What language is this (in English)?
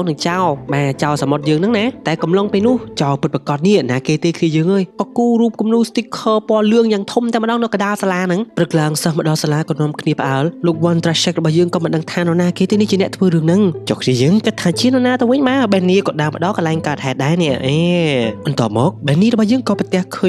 Khmer